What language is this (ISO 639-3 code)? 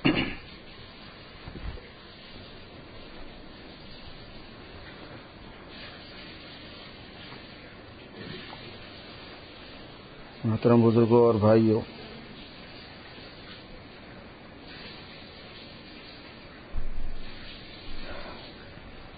urd